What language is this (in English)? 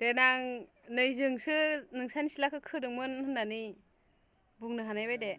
Bodo